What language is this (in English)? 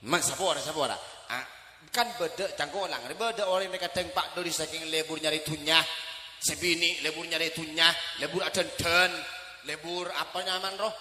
Madurese